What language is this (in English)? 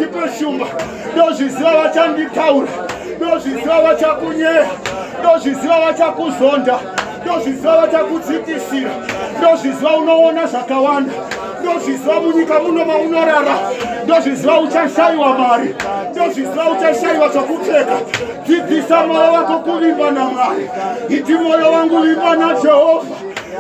Shona